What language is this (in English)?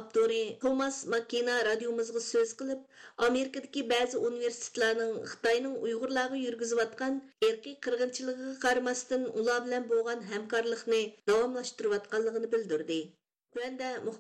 Uyghur